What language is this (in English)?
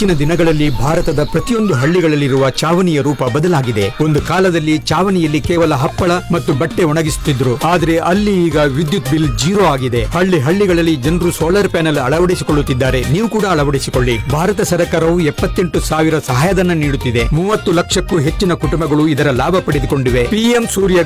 Kannada